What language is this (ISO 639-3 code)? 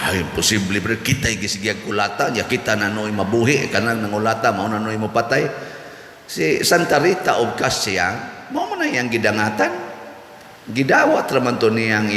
ceb